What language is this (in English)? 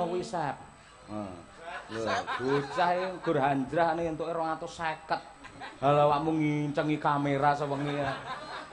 Javanese